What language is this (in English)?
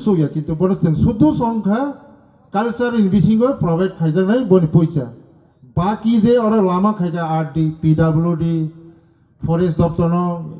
Riang (India)